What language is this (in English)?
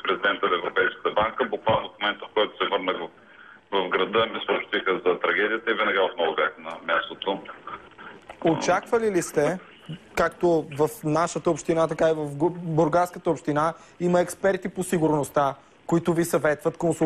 Bulgarian